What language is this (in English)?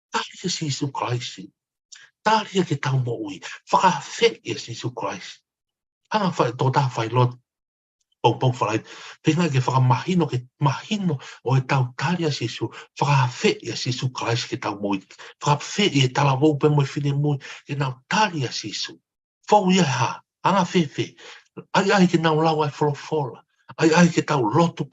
Tongan